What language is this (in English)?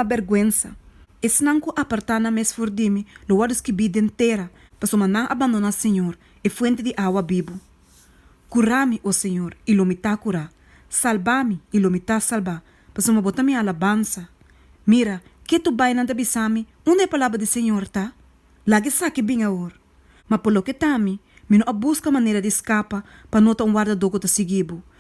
Papiamento